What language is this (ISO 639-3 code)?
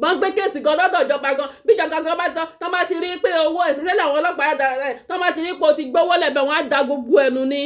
yor